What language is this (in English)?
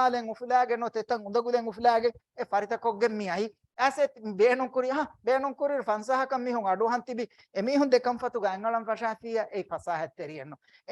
Divehi